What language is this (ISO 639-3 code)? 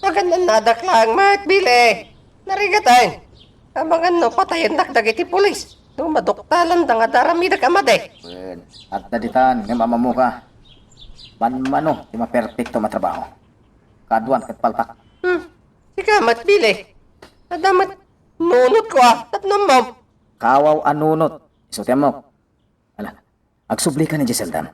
ilo